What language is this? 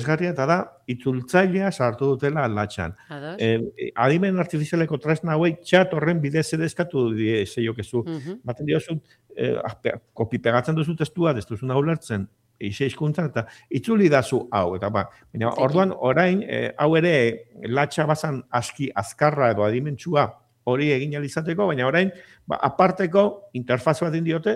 Basque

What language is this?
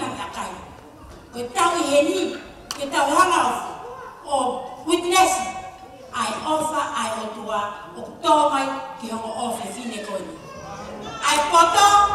Tongan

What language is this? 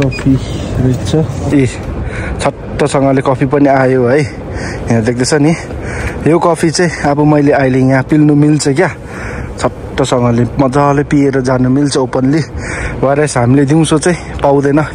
Nepali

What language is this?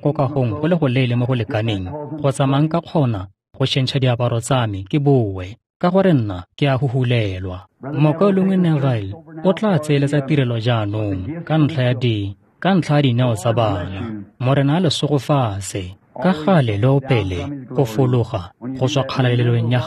Tswana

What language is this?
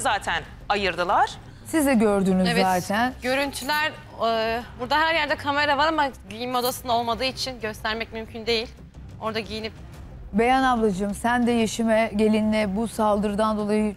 Turkish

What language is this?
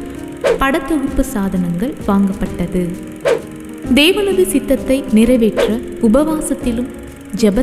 Tamil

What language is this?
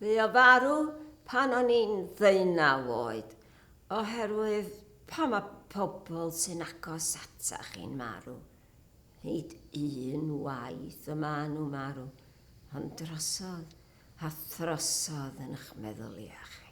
Welsh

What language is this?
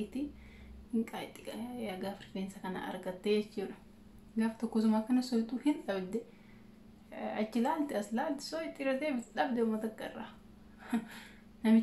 Oromo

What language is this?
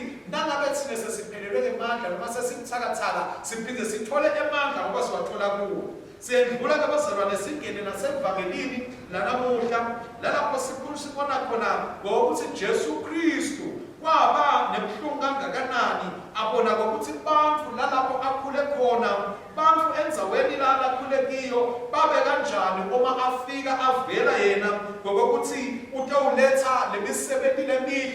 Swati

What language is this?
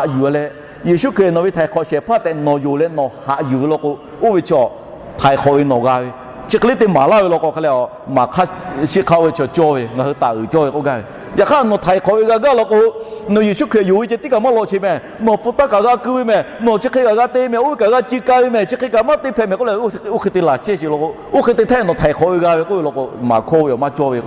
Lahu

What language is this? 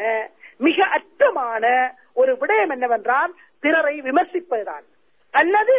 Tamil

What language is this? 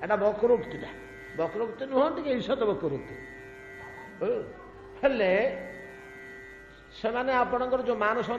Odia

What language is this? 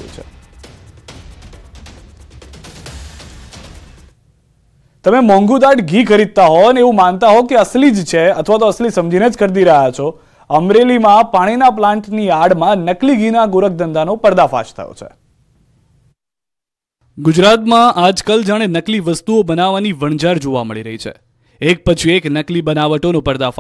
Gujarati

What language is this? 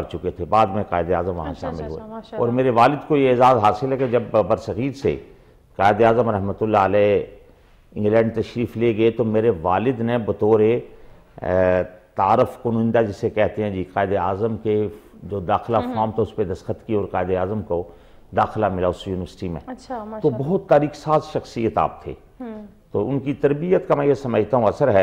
Urdu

